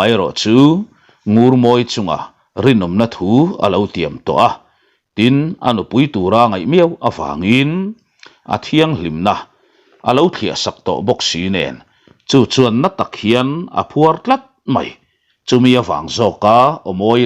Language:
Mizo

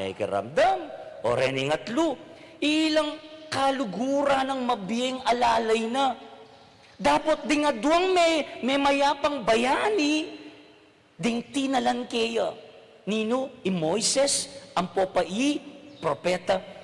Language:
Pampanga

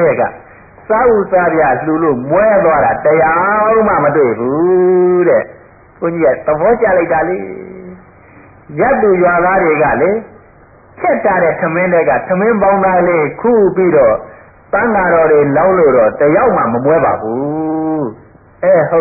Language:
Burmese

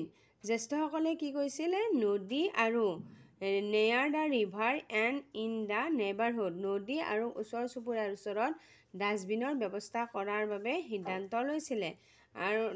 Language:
Assamese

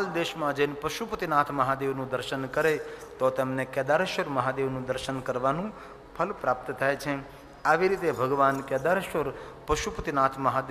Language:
Gujarati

